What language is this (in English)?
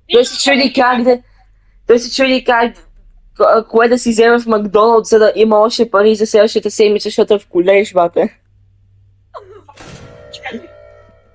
Bulgarian